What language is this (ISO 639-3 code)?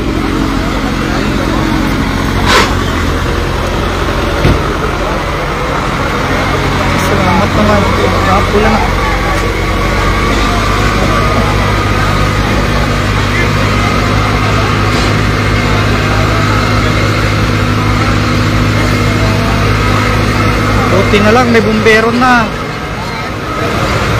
fil